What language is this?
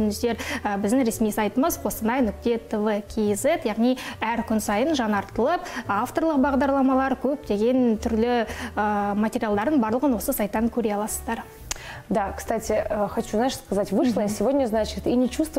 Kazakh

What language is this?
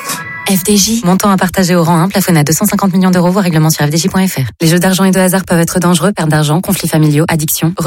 French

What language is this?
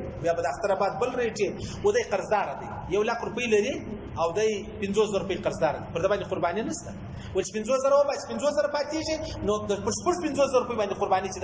Pashto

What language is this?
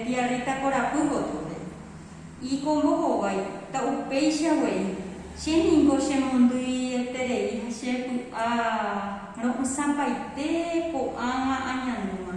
Guarani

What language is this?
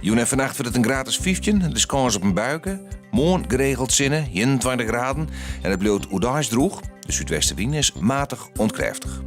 Western Frisian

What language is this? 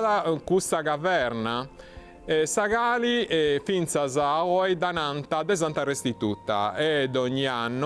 Sardinian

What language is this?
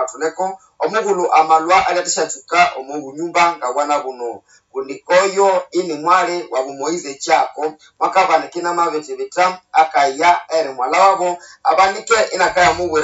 Nande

